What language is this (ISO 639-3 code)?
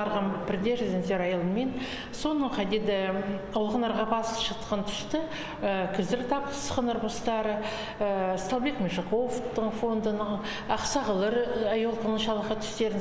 kjh